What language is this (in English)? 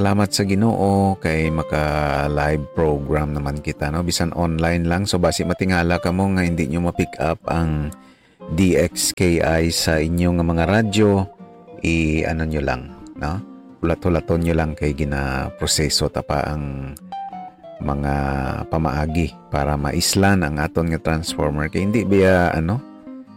Hiligaynon